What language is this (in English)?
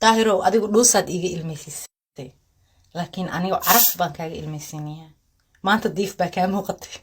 Somali